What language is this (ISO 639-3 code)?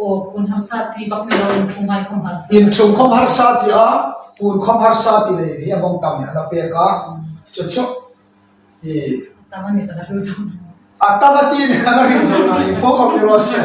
hmr